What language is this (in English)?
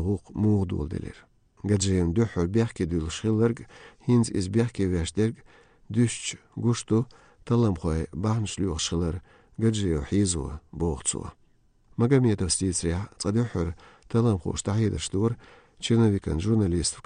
Chechen